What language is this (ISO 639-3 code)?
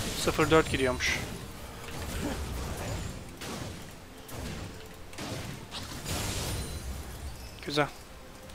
tur